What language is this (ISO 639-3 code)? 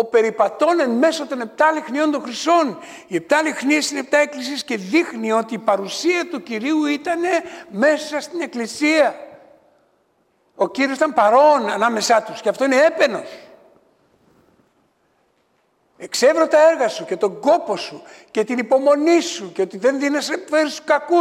ell